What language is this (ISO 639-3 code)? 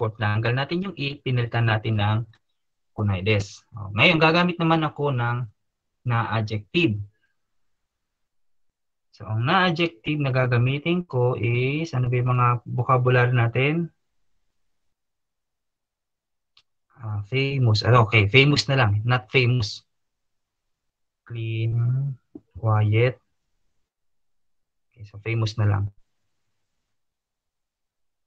fil